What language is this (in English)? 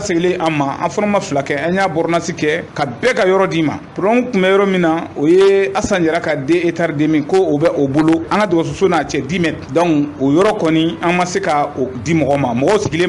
Bambara